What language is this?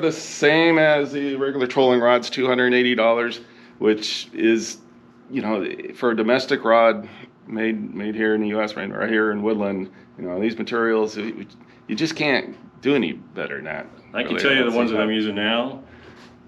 English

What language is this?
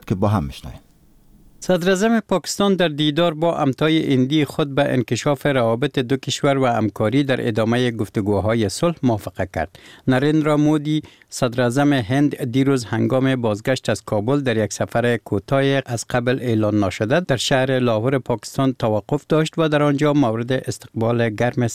Persian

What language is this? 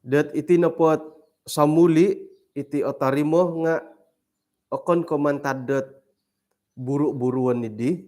Central Dusun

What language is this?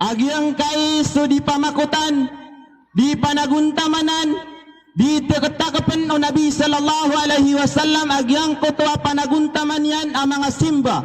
Maranao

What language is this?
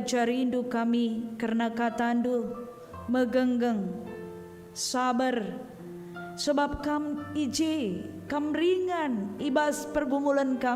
Batak Karo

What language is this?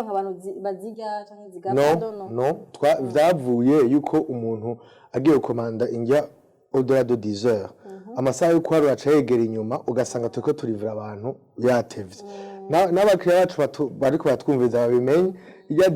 Rundi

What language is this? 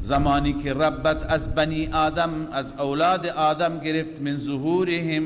Persian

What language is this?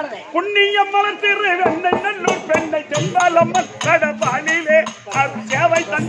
Tamil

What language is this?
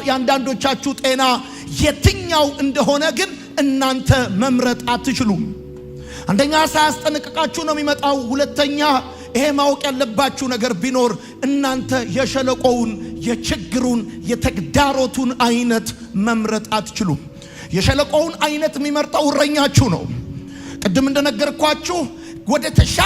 Amharic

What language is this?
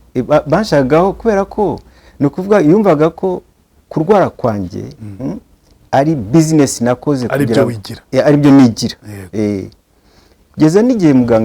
Kinyarwanda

